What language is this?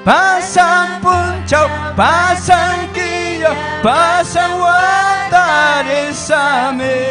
Ayacucho Quechua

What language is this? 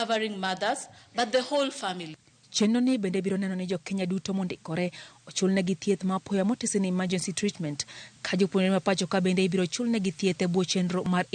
Luo (Kenya and Tanzania)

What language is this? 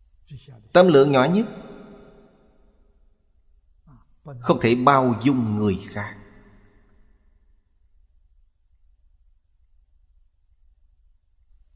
Vietnamese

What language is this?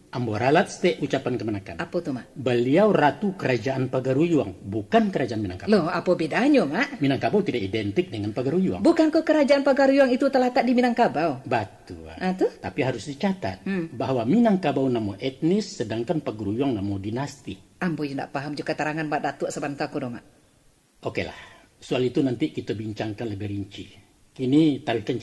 Minangkabau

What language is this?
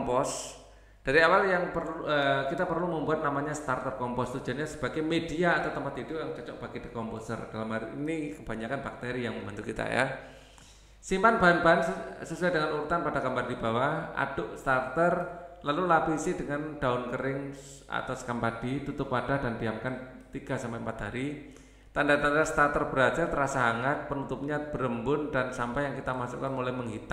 Indonesian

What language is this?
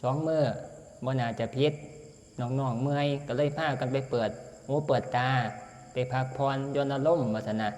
Northeastern Thai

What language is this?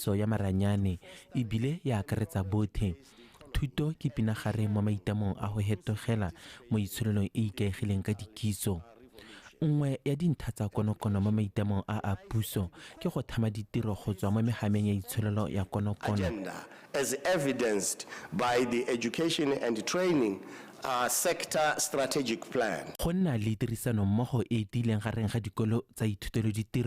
Tswana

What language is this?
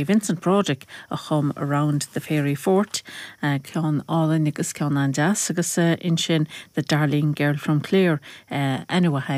Irish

